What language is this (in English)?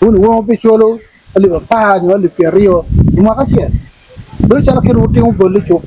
Acoli